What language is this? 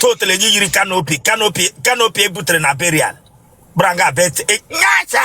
Igbo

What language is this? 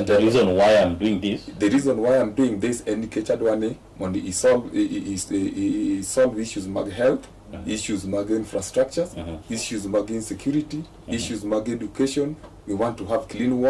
Luo (Kenya and Tanzania)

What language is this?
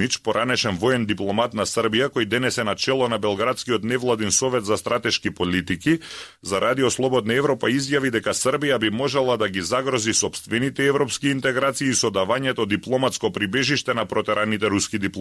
Macedonian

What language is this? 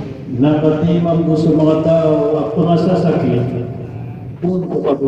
Maranao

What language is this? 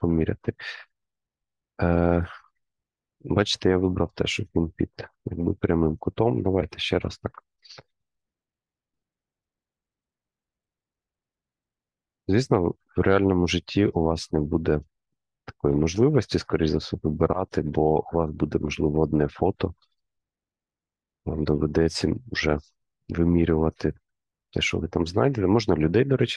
Ukrainian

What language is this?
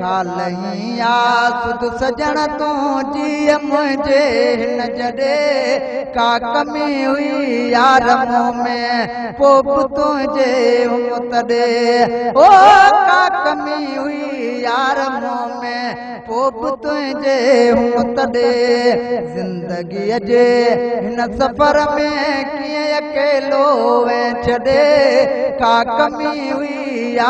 Sindhi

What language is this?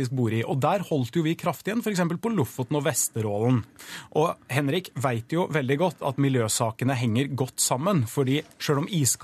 Norwegian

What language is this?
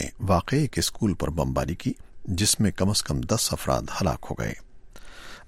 Urdu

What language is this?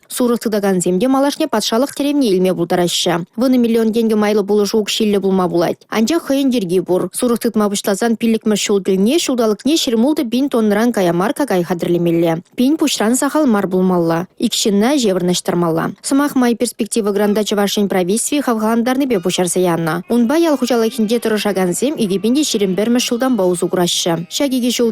Chuvash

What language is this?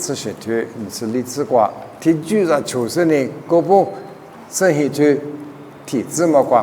Lisu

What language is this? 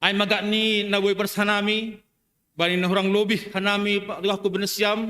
Batak Simalungun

